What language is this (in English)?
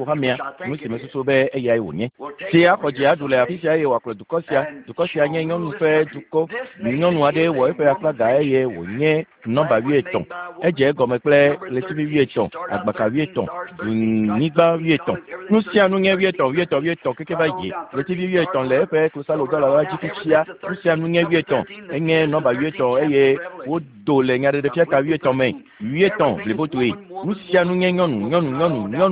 Ewe